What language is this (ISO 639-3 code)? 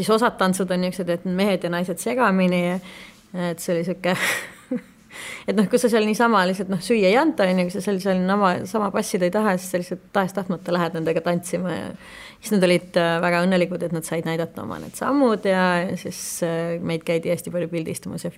est